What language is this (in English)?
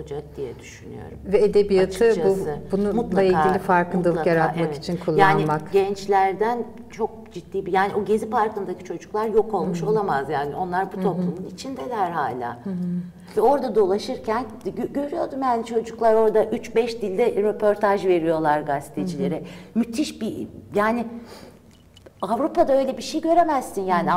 Turkish